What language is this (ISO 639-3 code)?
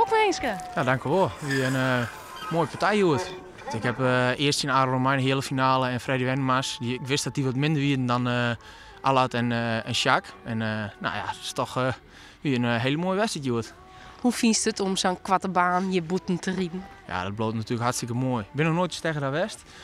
fry